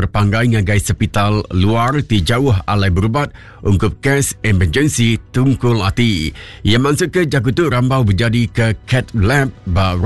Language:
Iban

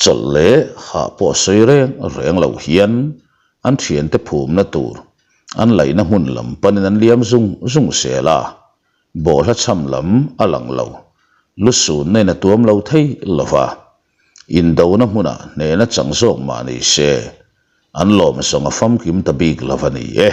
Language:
Mizo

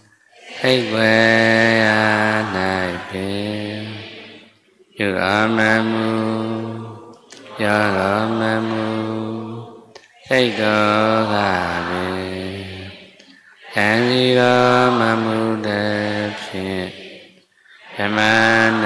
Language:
Burmese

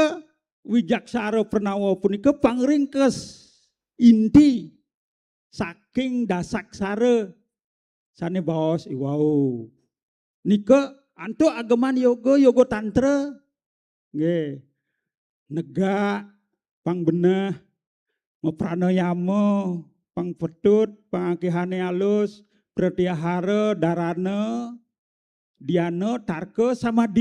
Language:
Balinese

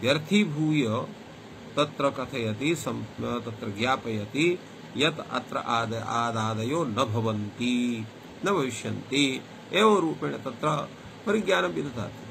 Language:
Sanskrit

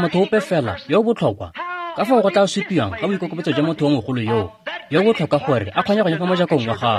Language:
Tswana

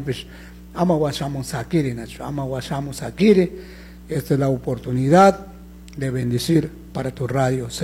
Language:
Chimborazo Highland Quichua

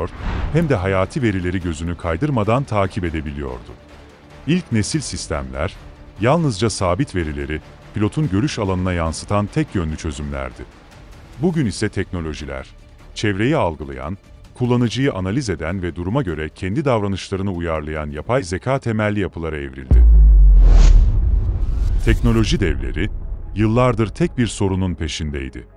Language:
Turkish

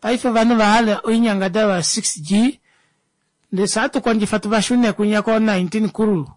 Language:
Kuanyama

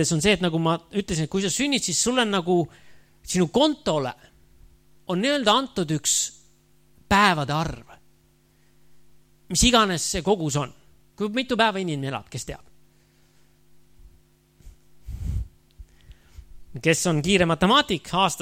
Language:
Estonian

